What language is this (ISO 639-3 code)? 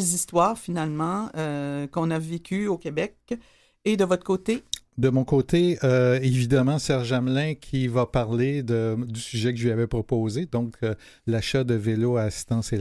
fra